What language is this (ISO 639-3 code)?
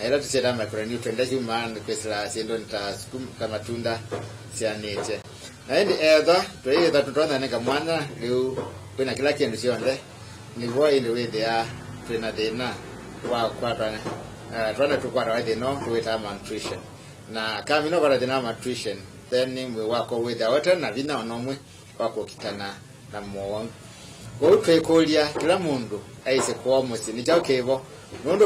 kam